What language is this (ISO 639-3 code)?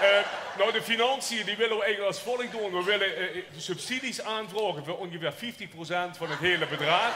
lim